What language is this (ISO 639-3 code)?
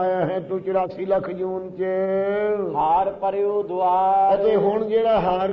pan